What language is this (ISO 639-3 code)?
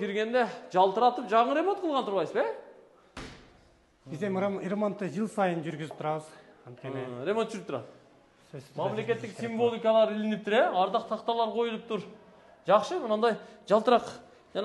kir